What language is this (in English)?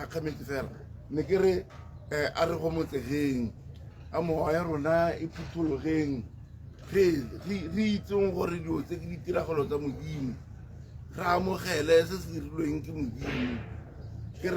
Tswana